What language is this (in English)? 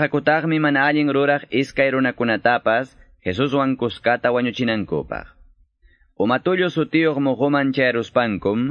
Quechua